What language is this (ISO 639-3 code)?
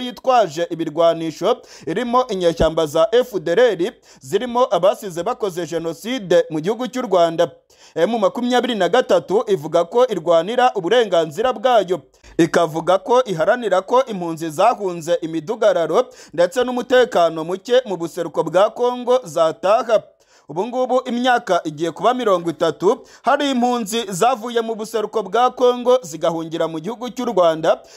kin